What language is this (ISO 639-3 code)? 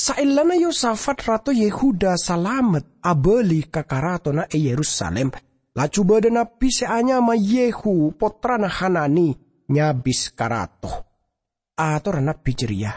mad